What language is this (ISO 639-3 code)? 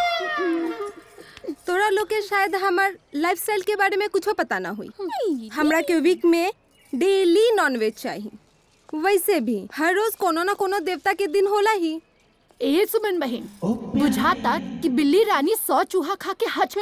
bho